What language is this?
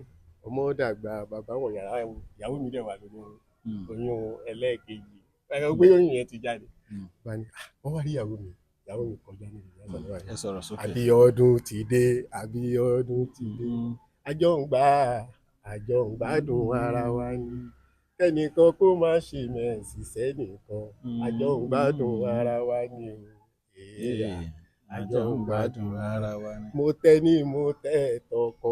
Yoruba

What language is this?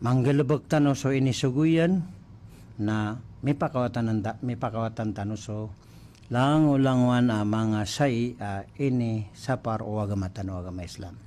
Maranao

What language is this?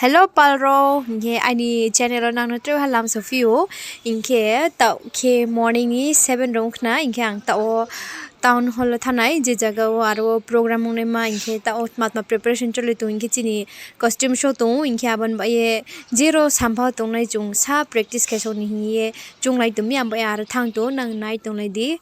Riang (India)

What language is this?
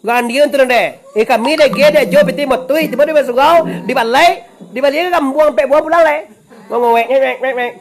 Minangkabau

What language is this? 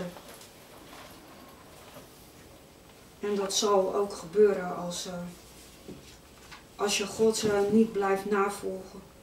Dutch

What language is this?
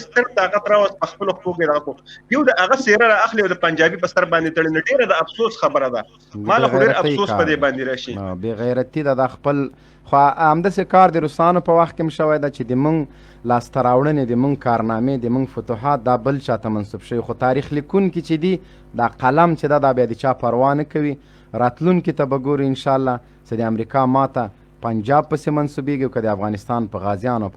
Pashto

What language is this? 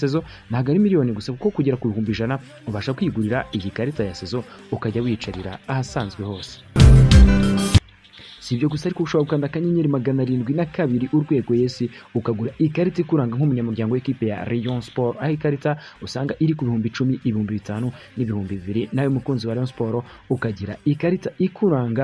Kinyarwanda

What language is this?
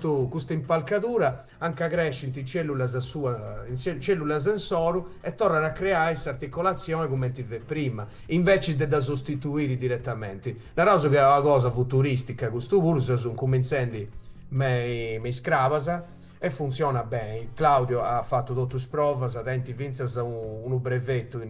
Sardinian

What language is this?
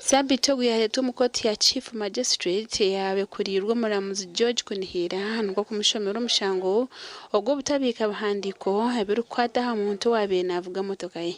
Nyankole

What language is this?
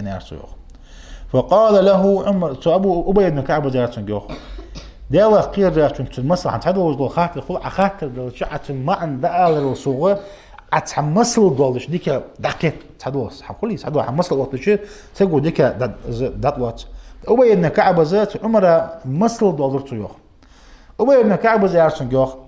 Ingush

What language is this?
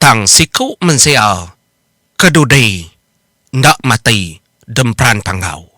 Iban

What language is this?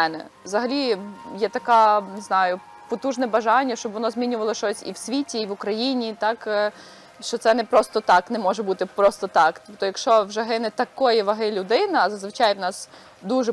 Ukrainian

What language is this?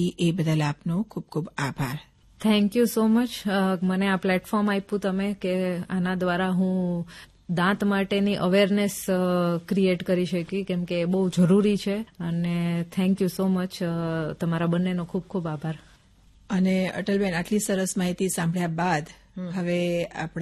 Gujarati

